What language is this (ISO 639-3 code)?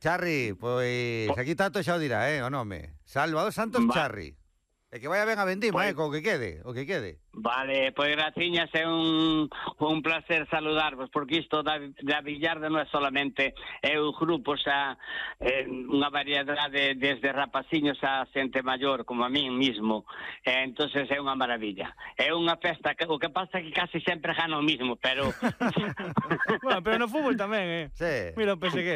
glg